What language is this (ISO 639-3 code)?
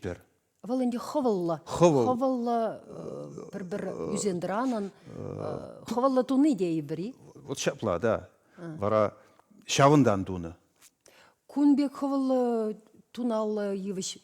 chv